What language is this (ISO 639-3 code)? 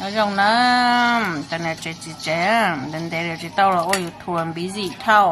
hmn